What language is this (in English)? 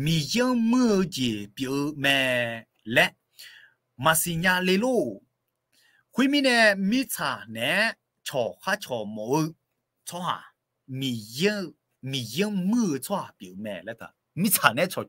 Akha